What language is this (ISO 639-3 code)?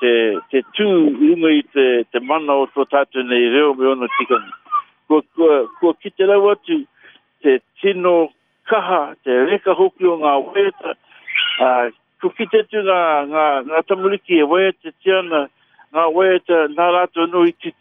mri